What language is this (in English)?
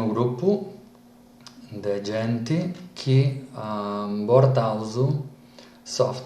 Sardinian